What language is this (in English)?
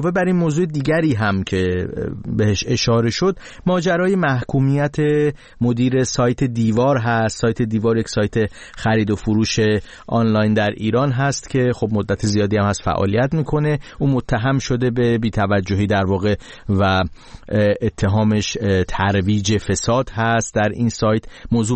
Persian